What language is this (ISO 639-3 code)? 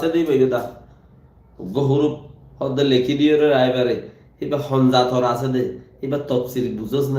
rhg